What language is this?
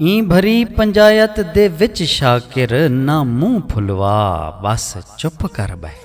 Saraiki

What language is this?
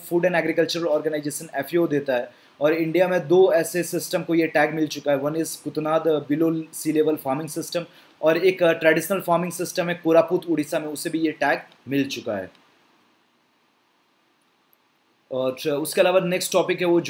Hindi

